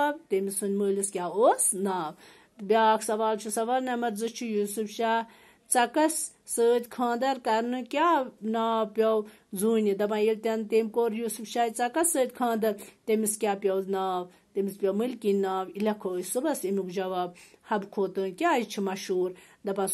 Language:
Kashmiri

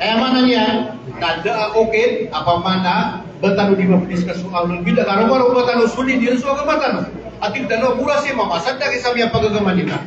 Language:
Maranao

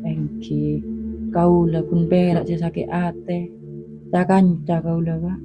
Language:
Madurese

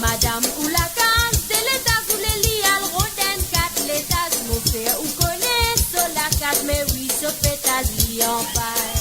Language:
Morisyen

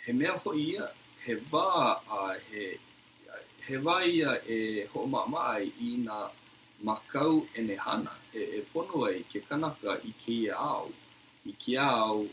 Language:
Hawaiian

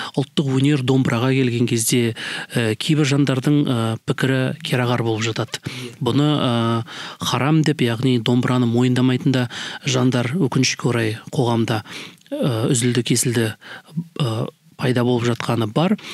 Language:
Kazakh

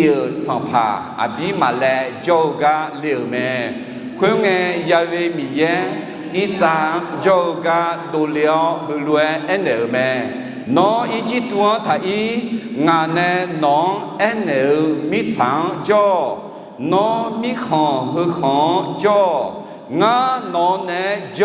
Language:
Akha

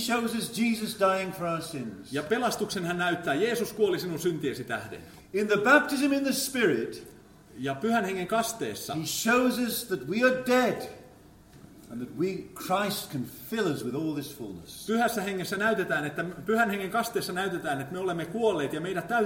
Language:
Finnish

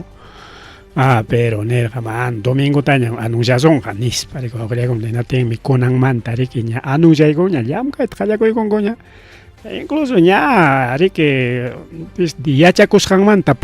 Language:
Ayacucho Quechua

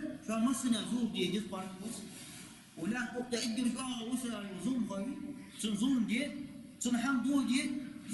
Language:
Ingush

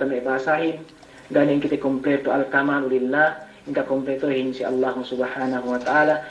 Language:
Yakan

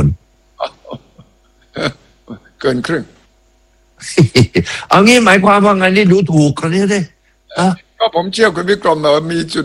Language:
Thai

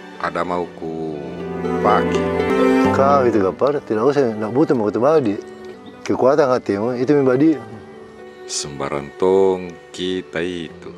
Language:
Makassar Malay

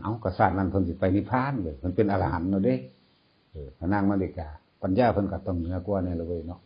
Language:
Northeastern Thai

